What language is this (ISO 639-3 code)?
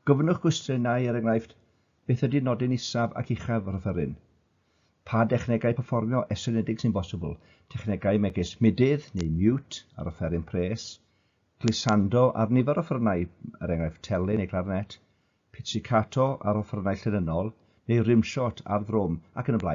cym